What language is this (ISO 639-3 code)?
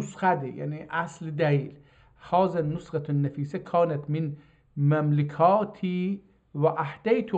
azb